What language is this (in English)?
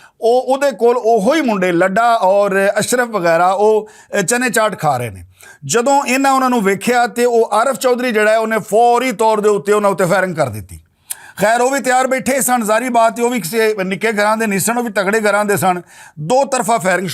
Western Panjabi